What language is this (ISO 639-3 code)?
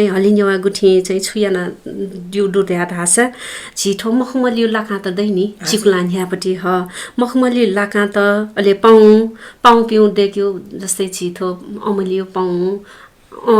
new